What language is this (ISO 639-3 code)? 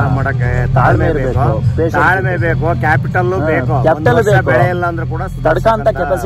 kan